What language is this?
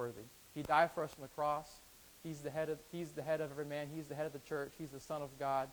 English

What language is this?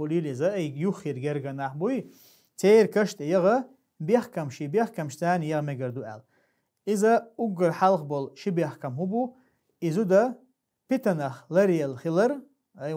Chechen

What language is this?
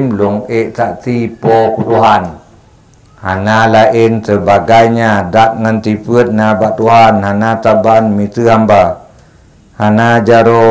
Achinese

